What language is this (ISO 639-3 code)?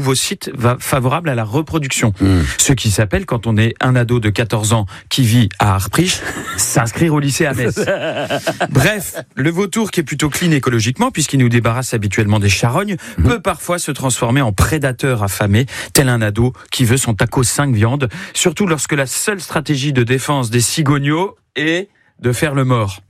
fra